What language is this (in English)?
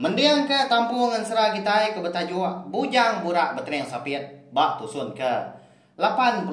Iban